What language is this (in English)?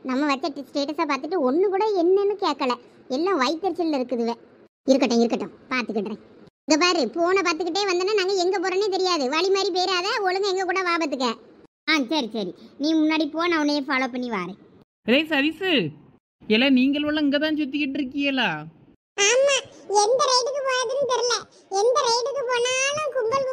Tamil